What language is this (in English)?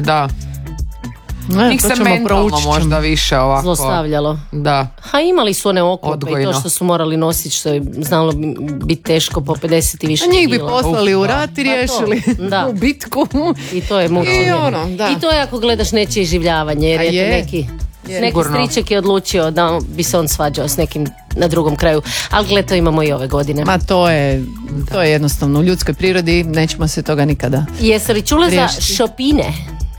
Croatian